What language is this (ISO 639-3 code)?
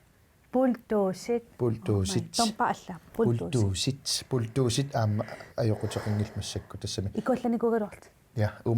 kal